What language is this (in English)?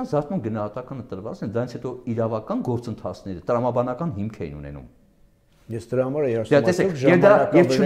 Armenian